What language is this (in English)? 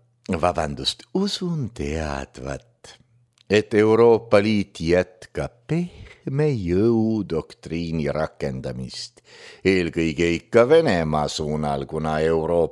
Estonian